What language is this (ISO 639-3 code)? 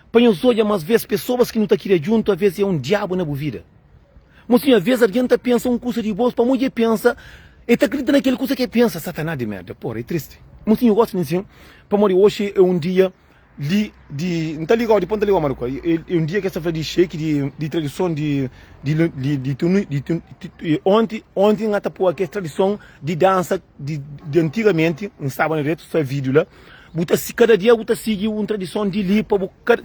kea